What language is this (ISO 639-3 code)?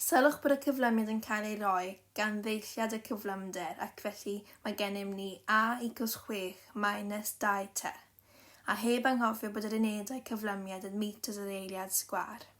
cym